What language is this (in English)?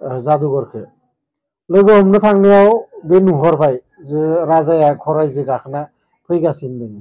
Bodo